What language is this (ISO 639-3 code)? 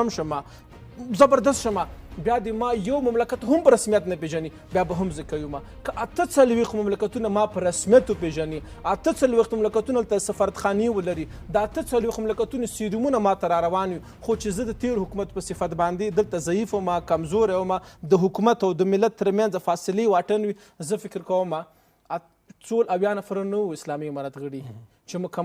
pus